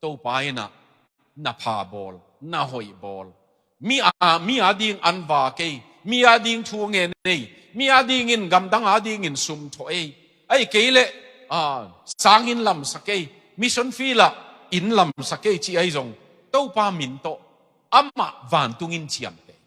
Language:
Tedim Chin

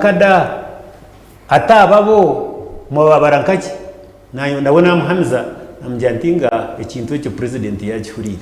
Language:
Nyankole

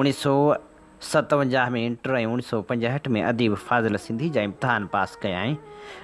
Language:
Sindhi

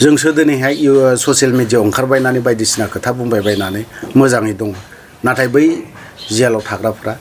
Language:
Bodo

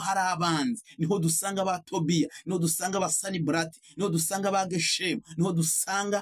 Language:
Kinyarwanda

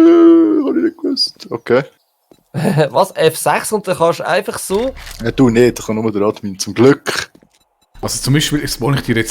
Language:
Swiss German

